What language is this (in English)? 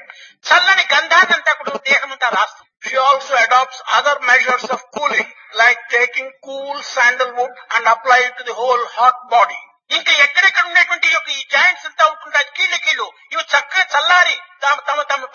Telugu